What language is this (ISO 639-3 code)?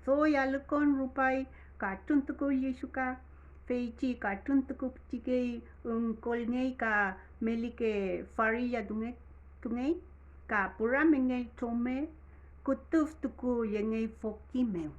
arn